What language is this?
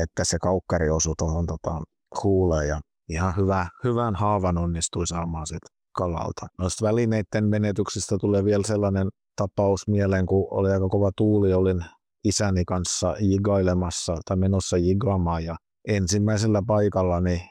Finnish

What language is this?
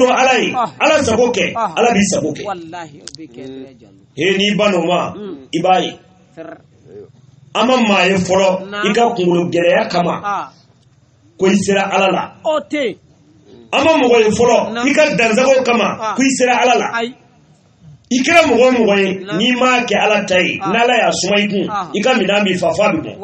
Bambara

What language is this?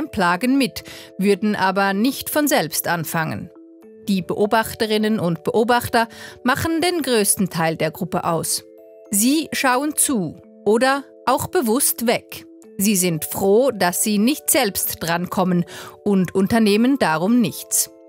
Swiss German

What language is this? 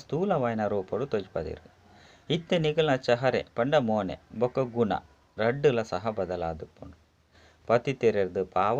Tulu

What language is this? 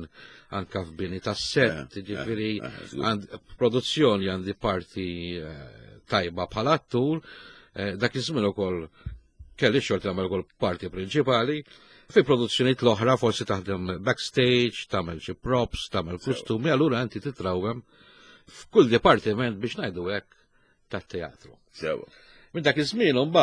Maltese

